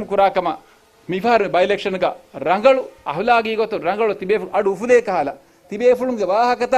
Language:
Divehi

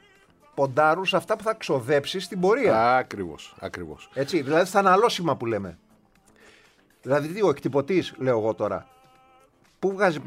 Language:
Greek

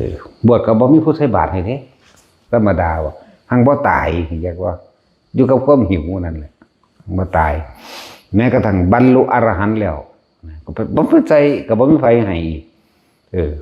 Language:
Northeastern Thai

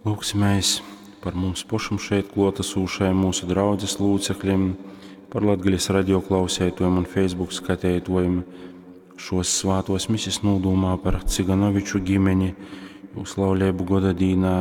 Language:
Latgalian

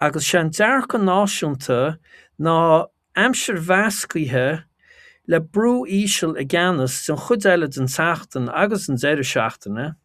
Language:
Irish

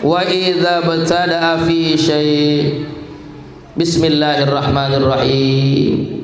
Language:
Sasak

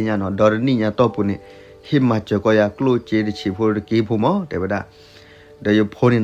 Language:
S'gaw Karen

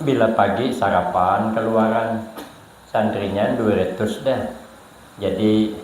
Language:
Banjar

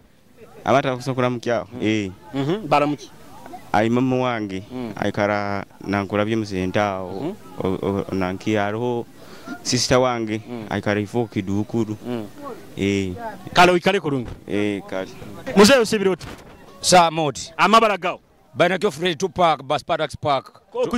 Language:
Nyoro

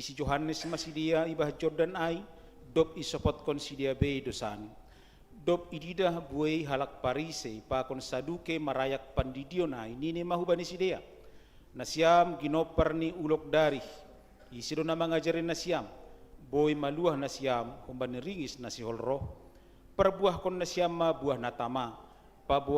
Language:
Batak Simalungun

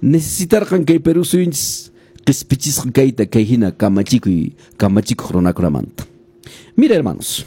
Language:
Quechua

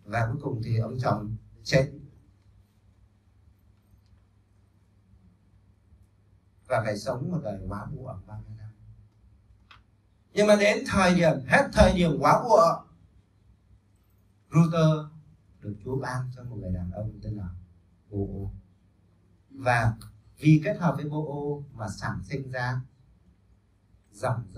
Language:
Vietnamese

